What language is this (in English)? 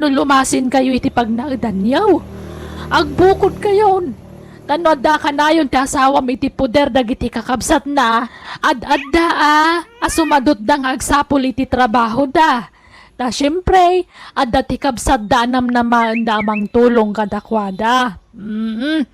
Iloko